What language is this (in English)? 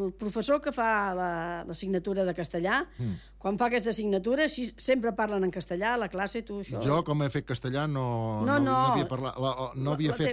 Catalan